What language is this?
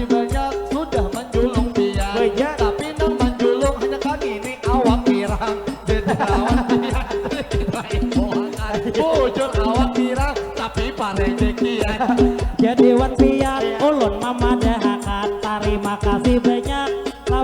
Banjar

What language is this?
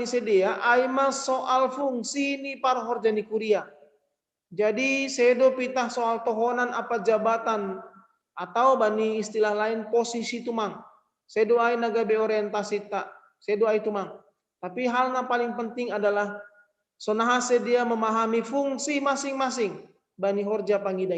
Batak Simalungun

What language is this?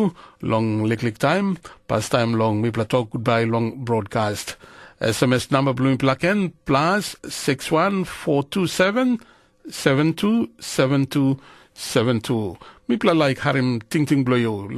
Tok Pisin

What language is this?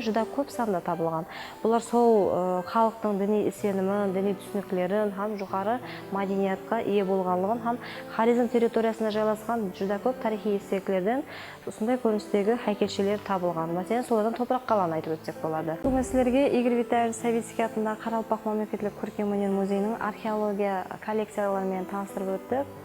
Kara-Kalpak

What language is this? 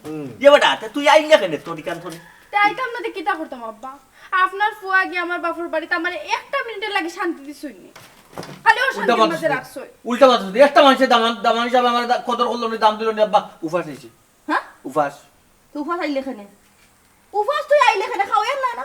Sylheti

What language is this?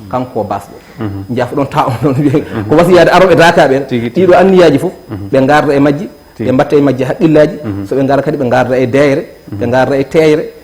Fula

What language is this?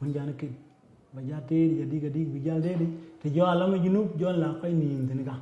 Dinka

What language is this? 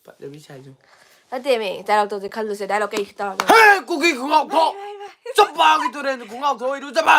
Manipuri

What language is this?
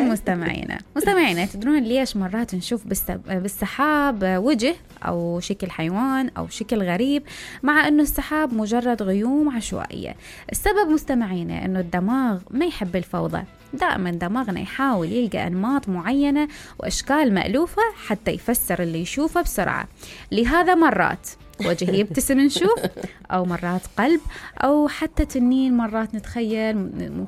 Mesopotamian Arabic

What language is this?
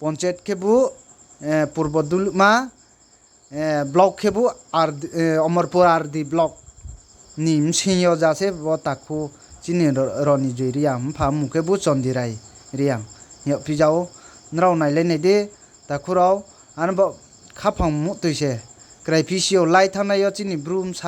Riang (India)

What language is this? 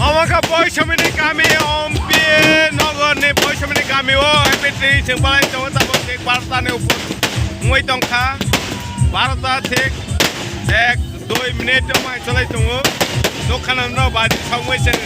Kok Borok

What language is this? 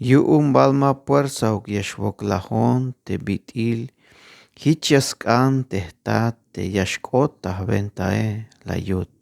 Tzeltal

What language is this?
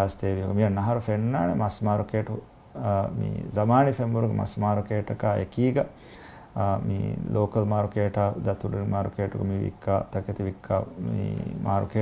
Divehi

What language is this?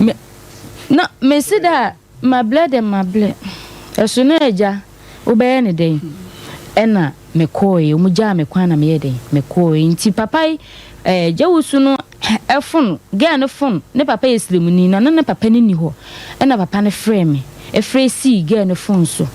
Akan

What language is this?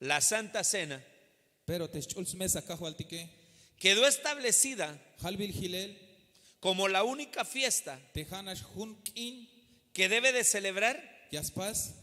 Tzeltal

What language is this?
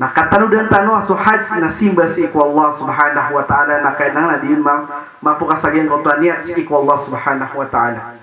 Maranao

